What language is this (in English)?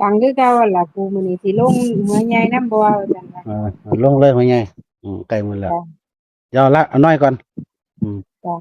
Northeastern Thai